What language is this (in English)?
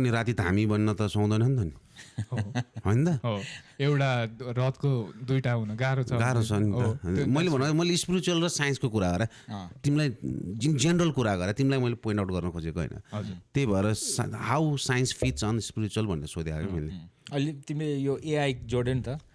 Nepali